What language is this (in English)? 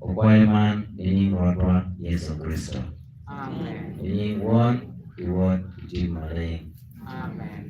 Acoli